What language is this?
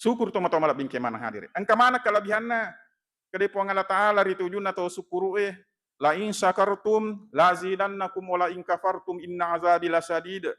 Buginese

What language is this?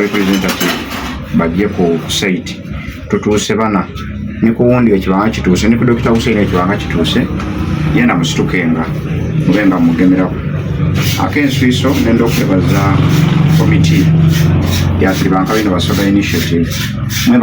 Soga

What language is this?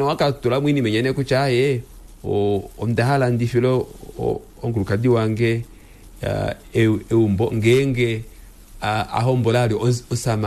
Kuanyama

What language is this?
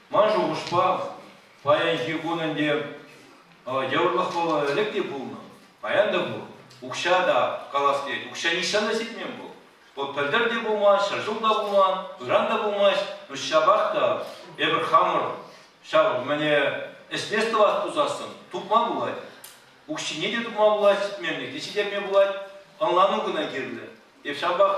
Chuvash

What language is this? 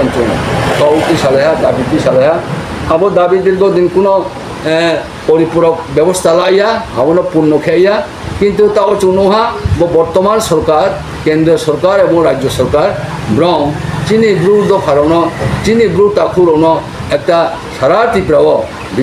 Riang (India)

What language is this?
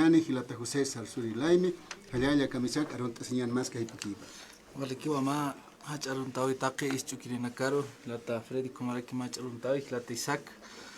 Aymara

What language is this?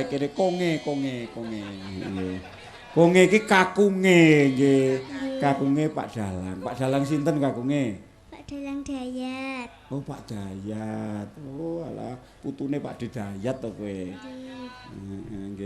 Javanese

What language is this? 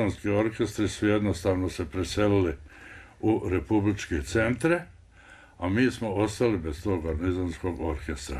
Bosnian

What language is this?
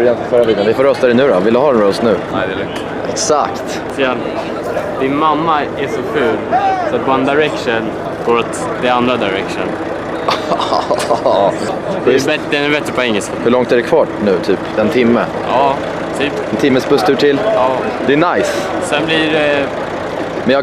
Swedish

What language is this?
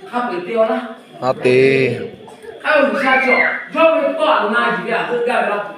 Lahu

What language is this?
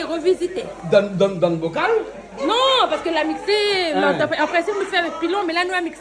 Réunion Creole French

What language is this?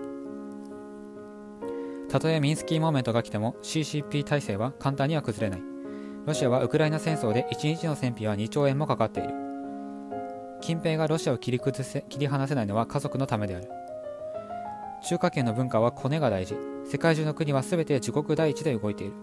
Japanese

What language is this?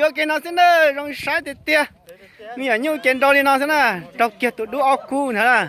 Hmong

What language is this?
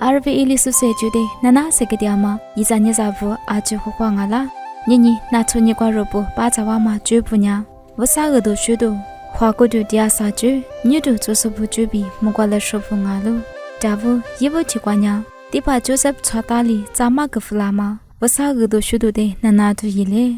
Lisu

